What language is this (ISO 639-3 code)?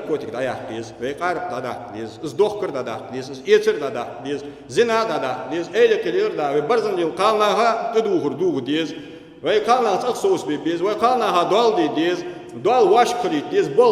inh